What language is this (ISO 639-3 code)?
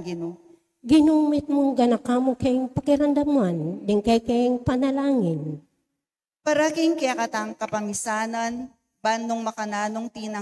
pam